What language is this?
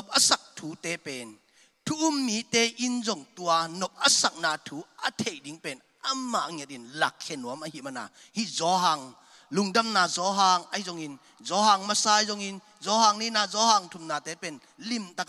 Tedim Chin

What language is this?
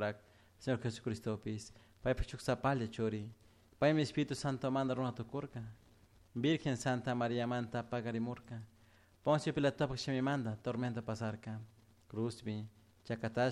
Chimborazo Highland Quichua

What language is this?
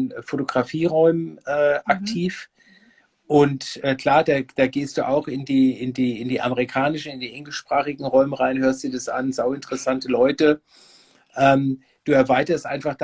Bavarian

